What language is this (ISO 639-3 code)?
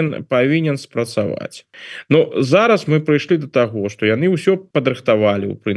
bel